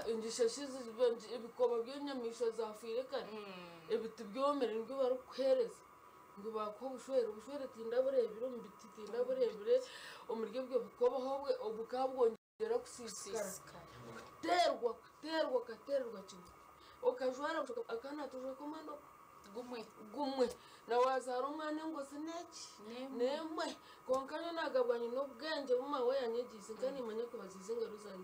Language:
Nyankole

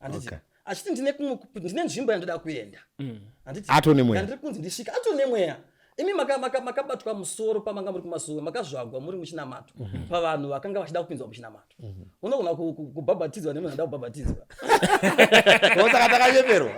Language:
Shona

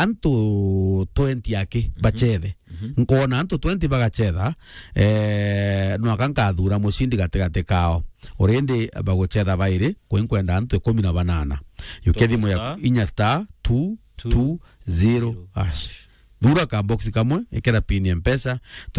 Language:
Meru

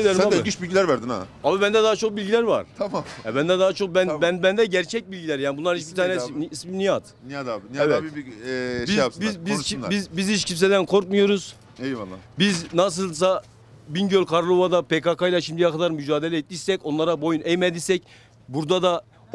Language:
Turkish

